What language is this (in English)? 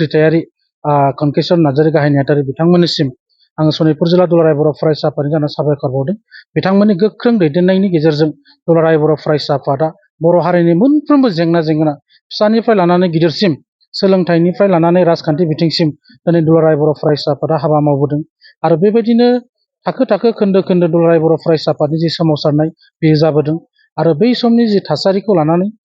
Bodo